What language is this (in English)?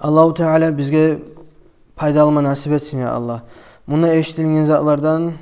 Kumyk